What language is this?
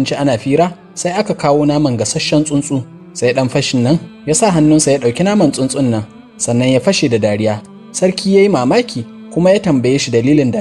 Hausa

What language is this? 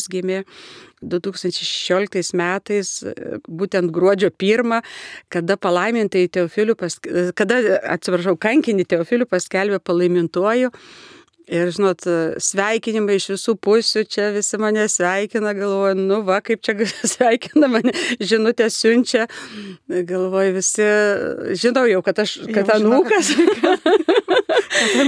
Lithuanian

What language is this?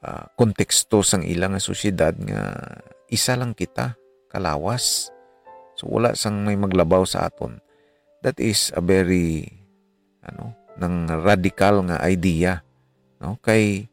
Hiligaynon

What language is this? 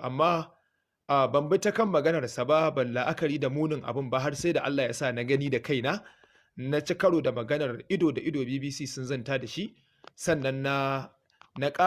Hausa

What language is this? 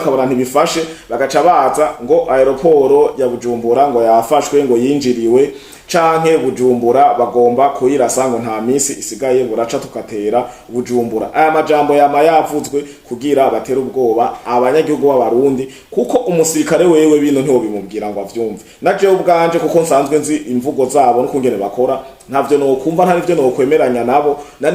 Rundi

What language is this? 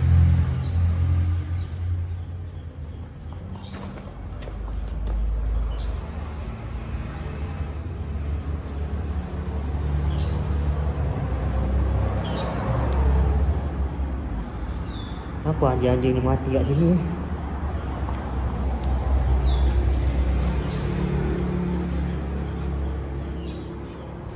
Malay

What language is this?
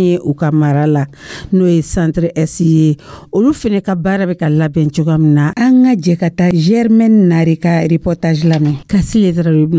Dyula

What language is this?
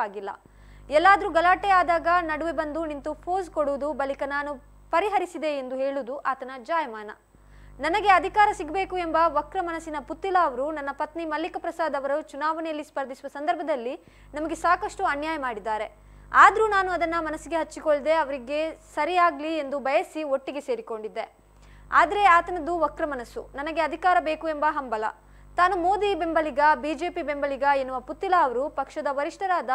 Kannada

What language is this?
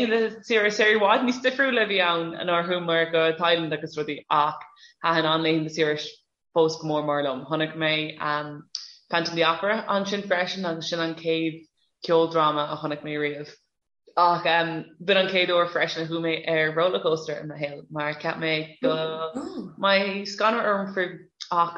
Irish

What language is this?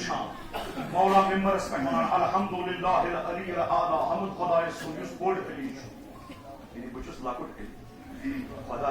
Kashmiri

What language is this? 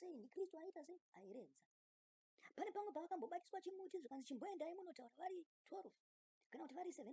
Shona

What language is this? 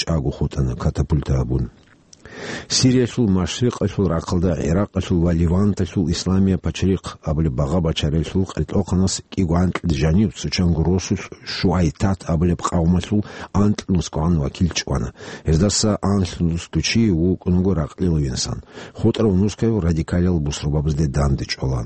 Avaric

